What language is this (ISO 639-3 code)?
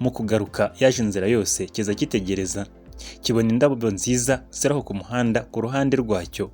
kin